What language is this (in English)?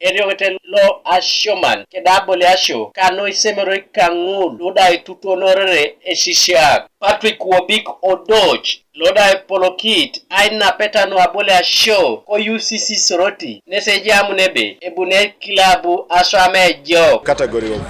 Teso